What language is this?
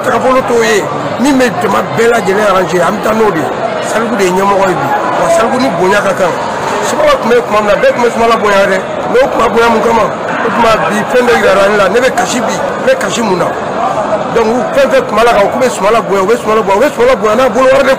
Bambara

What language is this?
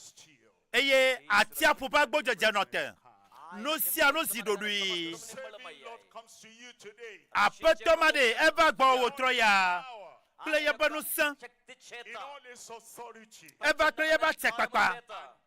Ewe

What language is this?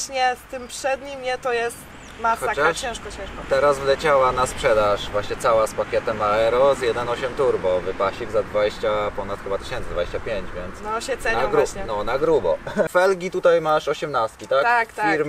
Polish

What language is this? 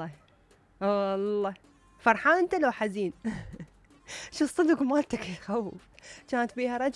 Mesopotamian Arabic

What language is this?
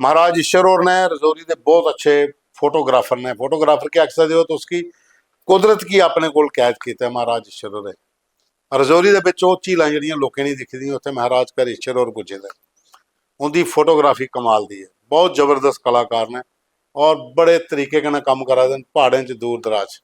Dogri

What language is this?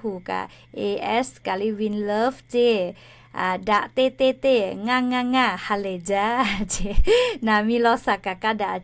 Lahu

